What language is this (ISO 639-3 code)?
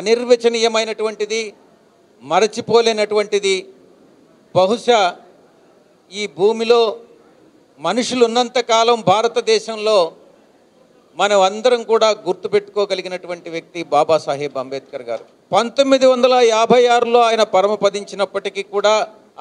tel